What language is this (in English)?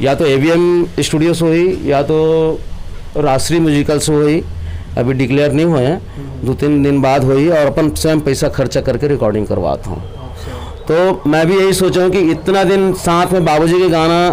Chhattisgarhi